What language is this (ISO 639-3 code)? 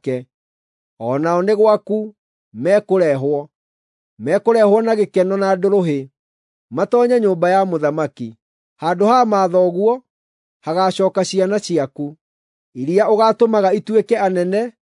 kik